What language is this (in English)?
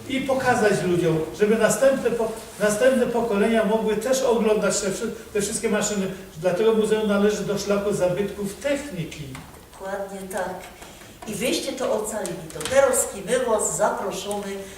Silesian